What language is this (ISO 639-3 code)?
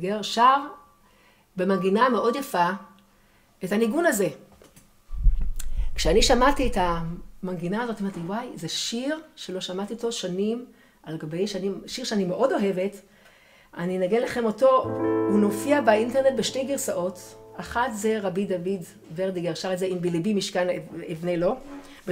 heb